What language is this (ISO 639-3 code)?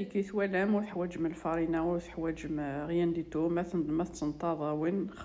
kab